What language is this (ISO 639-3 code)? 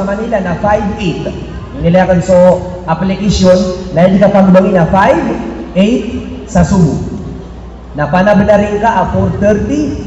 mrw